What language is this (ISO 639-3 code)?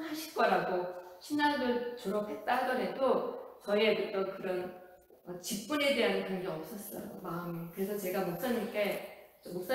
kor